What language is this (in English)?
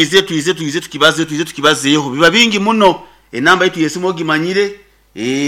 Nyoro